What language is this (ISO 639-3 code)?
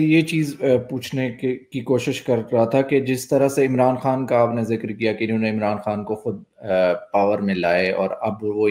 urd